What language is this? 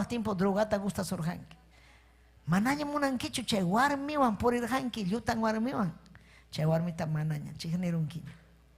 Ayacucho Quechua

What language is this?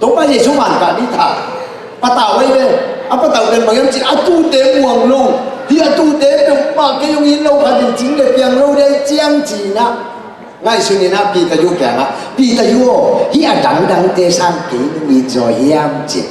Tedim Chin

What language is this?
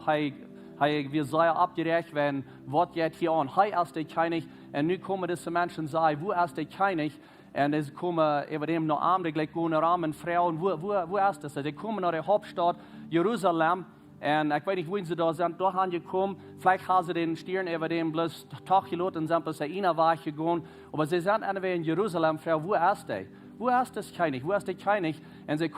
Plautdietsch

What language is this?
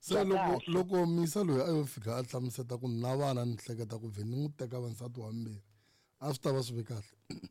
Tsonga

